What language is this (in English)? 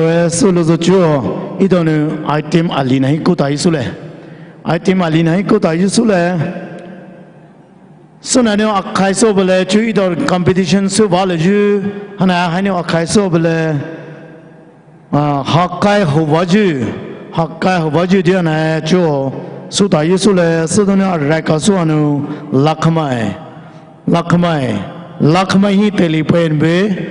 Poumei Naga